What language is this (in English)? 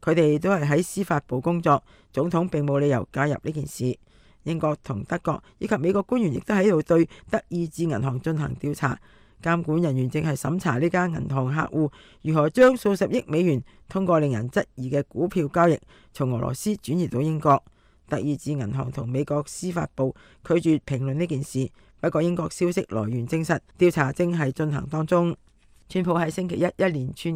Cantonese